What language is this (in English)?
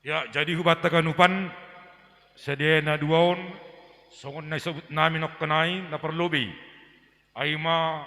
Batak Simalungun